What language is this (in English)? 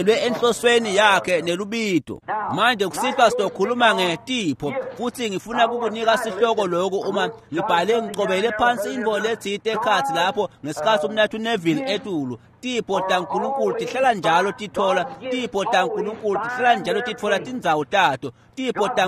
Swati